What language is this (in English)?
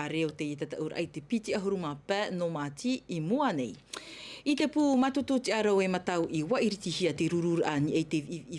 Tahitian